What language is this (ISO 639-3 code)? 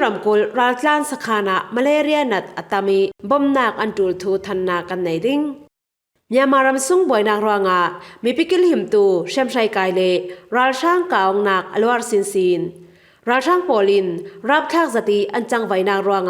cfm